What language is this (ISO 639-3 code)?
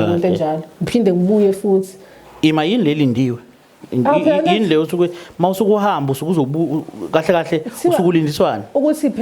zul